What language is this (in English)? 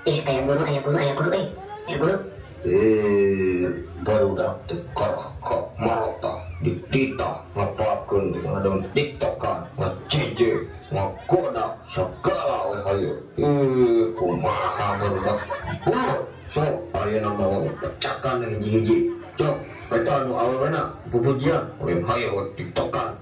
Sundanese